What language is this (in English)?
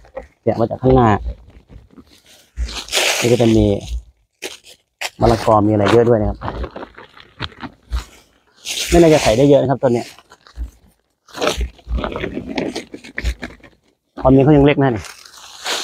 Thai